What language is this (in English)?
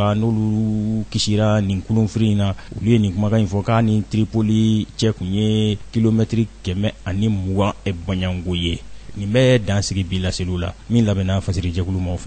Bambara